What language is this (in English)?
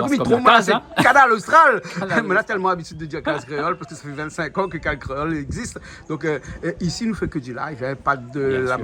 Réunion Creole French